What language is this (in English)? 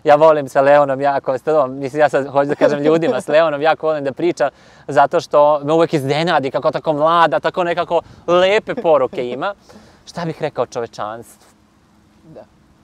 Serbian